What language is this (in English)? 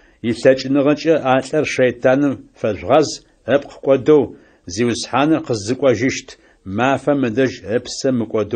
Adyghe